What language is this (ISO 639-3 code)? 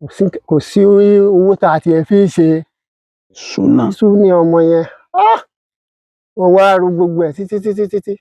yor